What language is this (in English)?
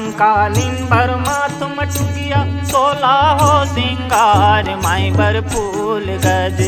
Chhattisgarhi